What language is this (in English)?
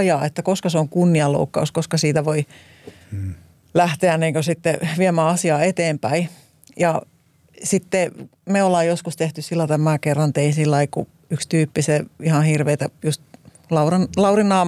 Finnish